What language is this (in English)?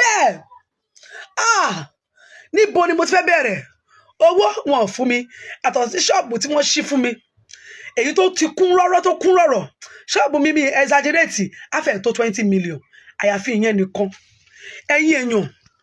Yoruba